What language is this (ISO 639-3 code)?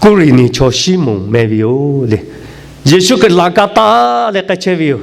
lhu